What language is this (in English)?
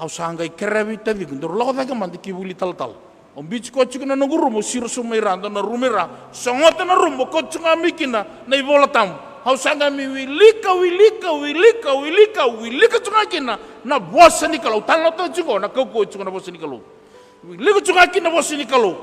Fijian